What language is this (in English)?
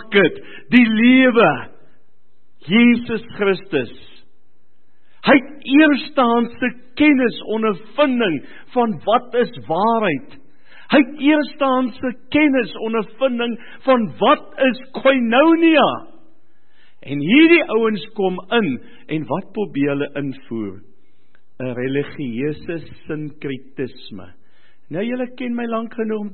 Afrikaans